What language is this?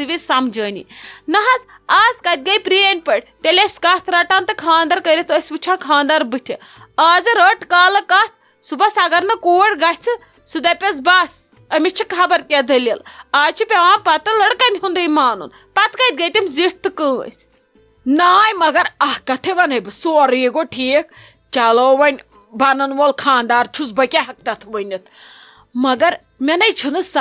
Kashmiri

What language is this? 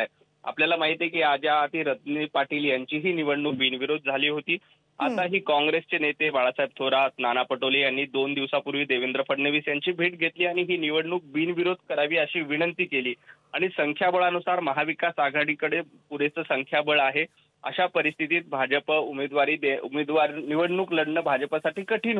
Marathi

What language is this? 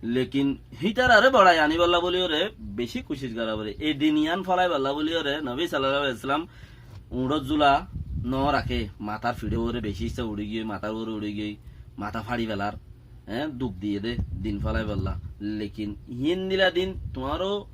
Rohingya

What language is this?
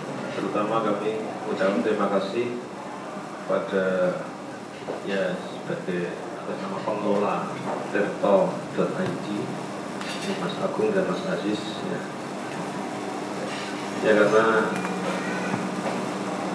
Indonesian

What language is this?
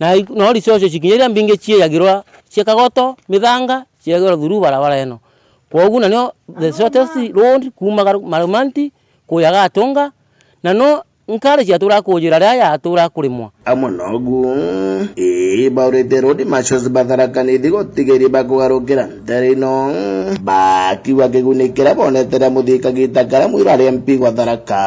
Meru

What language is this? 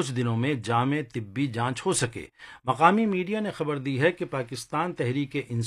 Urdu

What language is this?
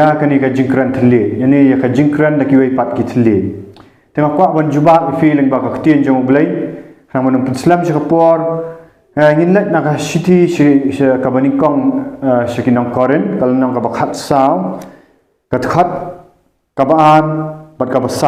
Khasi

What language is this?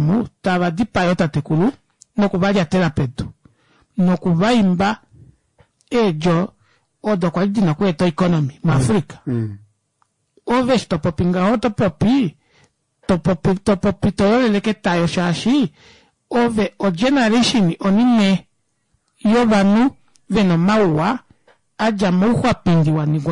Kuanyama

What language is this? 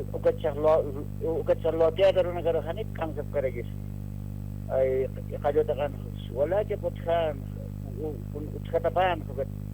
Aymara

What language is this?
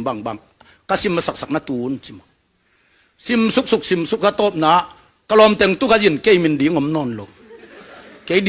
Tedim Chin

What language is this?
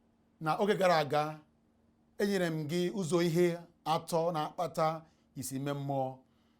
Igbo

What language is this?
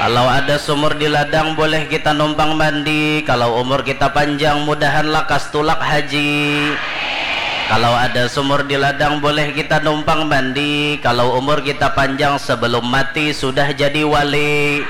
Banjar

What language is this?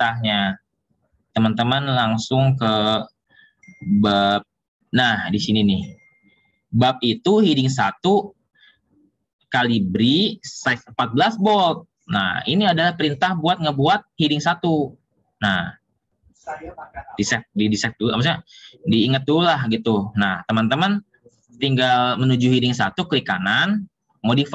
Indonesian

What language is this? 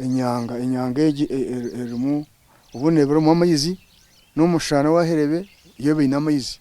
Nyankole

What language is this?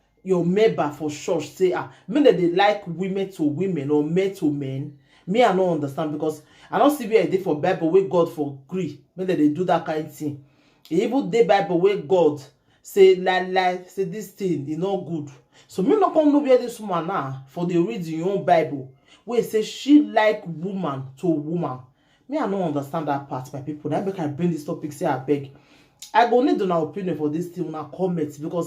Nigerian Pidgin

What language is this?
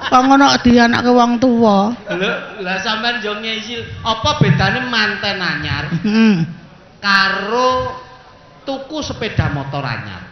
Javanese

